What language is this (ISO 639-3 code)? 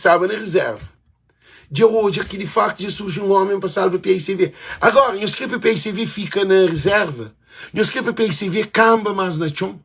kea